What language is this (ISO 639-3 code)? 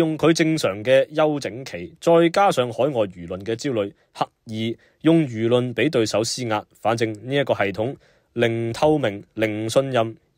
yue